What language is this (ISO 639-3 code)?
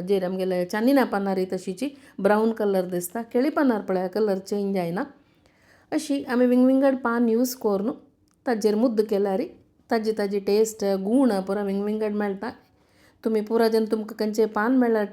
kok